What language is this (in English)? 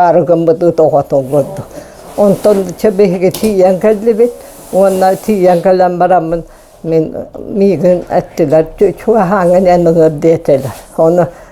Yakut